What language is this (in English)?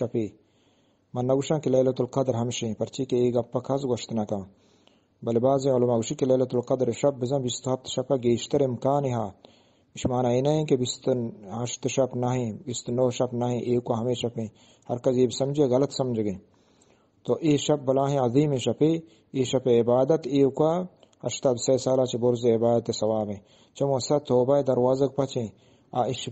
Eastern Balochi